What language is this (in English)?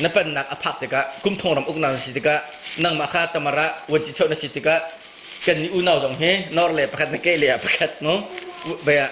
Hakha Chin